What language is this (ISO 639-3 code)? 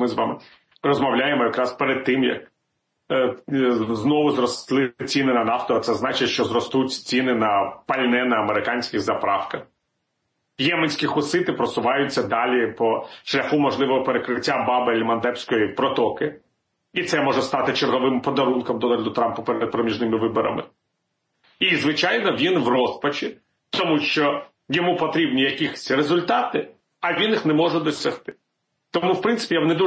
ukr